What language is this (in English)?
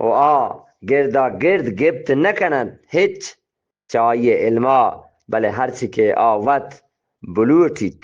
Eastern Balochi